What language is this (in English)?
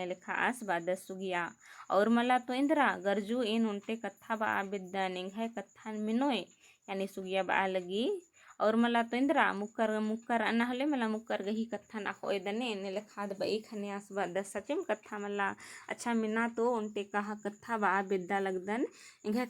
Kurukh